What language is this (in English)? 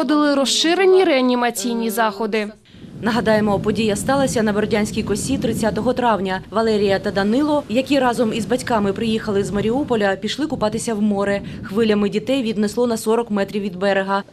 Ukrainian